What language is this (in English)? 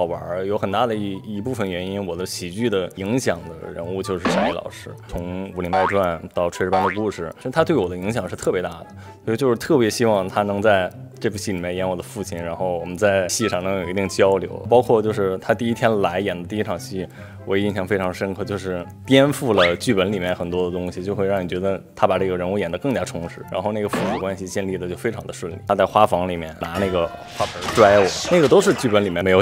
Chinese